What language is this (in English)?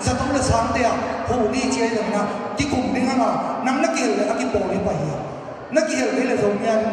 Tedim Chin